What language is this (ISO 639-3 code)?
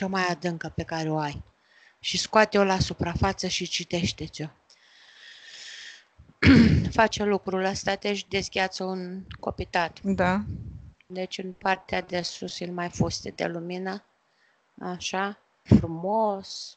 ron